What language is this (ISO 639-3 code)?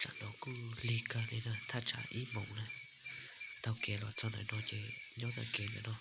hmn